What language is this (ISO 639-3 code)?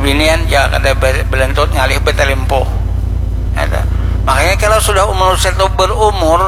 bjn